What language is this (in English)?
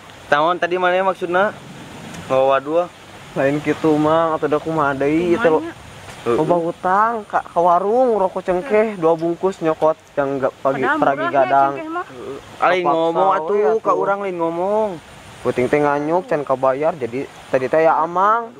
Sundanese